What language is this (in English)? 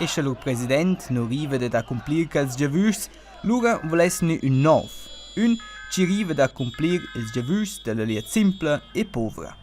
Romansh